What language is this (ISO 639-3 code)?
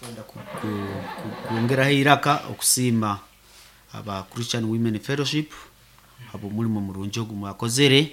nyo